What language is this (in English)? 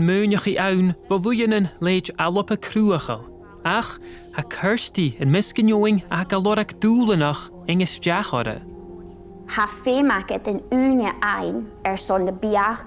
Scottish Gaelic